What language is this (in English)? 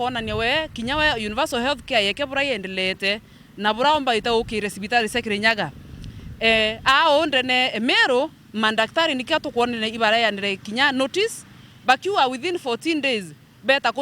Meru